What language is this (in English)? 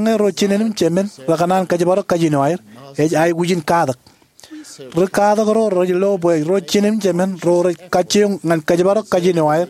Marshallese